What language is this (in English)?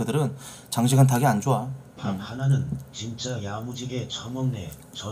Korean